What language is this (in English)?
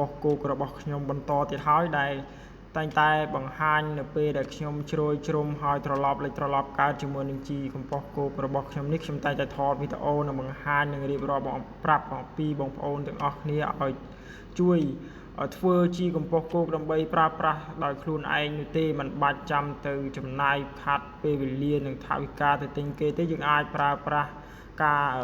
Khmer